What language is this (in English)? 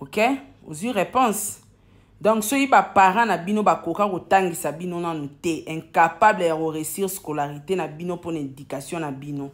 Lingala